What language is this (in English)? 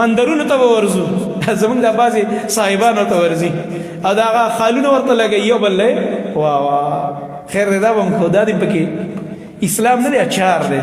Pashto